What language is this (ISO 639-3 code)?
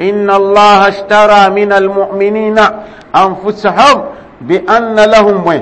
mos